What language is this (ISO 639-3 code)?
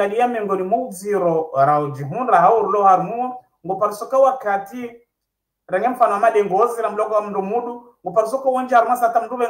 swa